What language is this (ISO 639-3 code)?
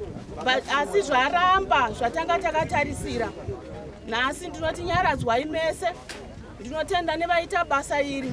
sna